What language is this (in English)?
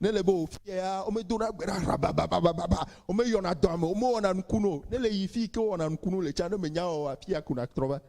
Ewe